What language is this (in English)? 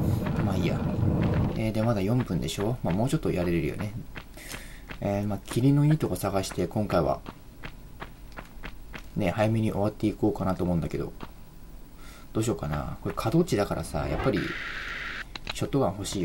Japanese